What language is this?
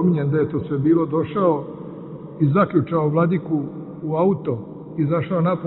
Serbian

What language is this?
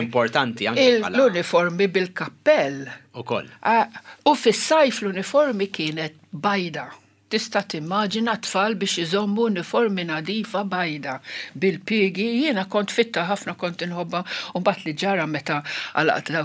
Maltese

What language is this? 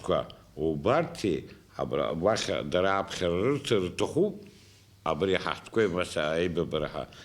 Abkhazian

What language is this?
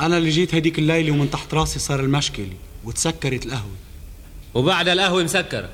North Levantine Arabic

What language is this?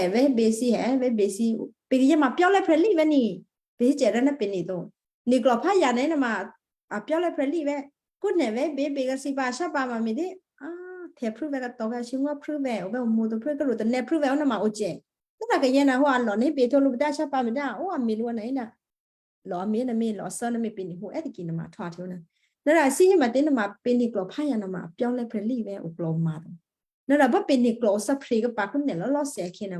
Western Kayah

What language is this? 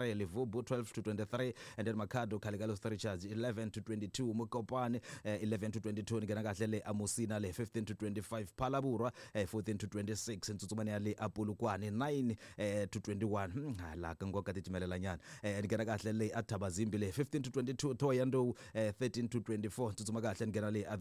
Tsonga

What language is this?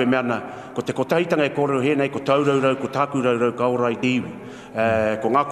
Māori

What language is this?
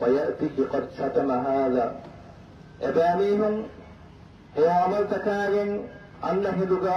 Divehi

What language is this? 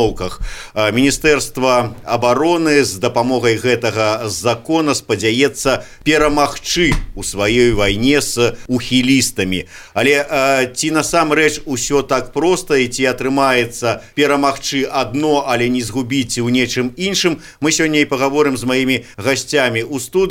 Belarusian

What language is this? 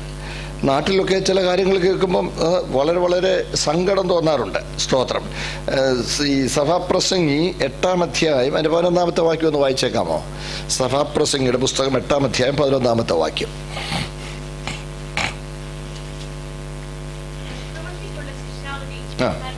Malayalam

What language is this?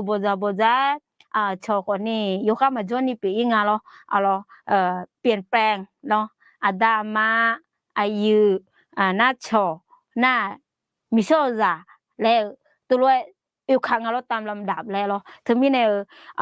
Akha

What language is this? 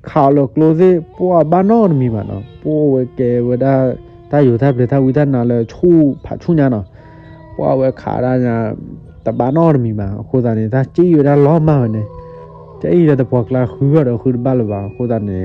S'gaw Karen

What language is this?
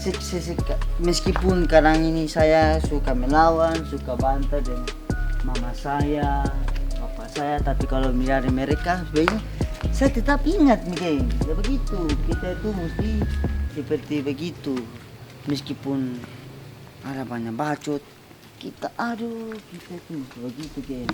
Ambonese Malay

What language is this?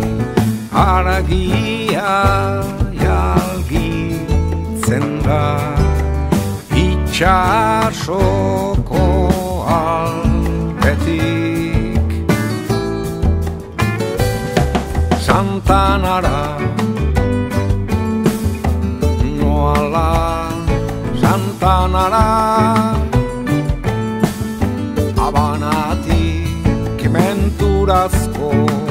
Basque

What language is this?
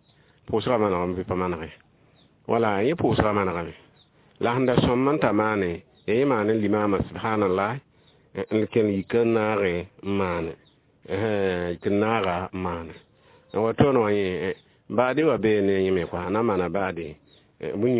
Mossi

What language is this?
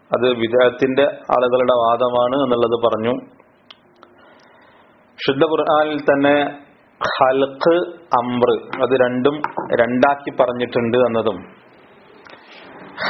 Malayalam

